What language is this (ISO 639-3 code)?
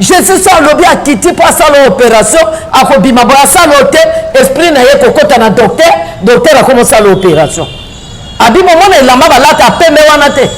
lin